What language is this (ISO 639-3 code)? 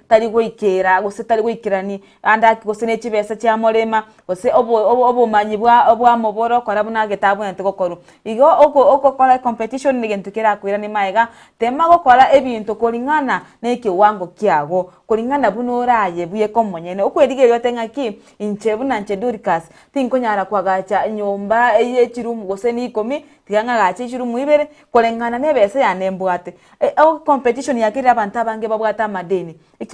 guz